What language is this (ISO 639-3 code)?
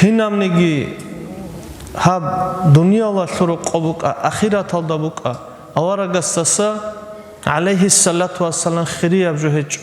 ava